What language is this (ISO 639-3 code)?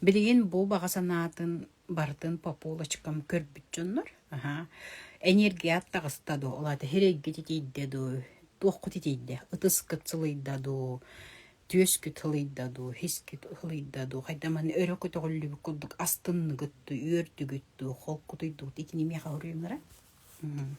sah